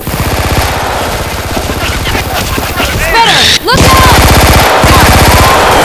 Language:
English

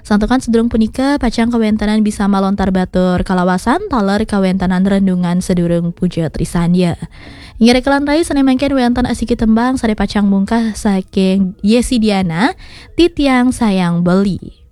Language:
Balinese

